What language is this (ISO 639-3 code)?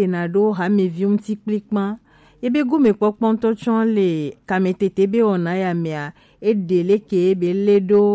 gej